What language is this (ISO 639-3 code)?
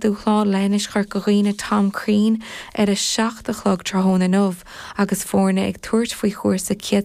gle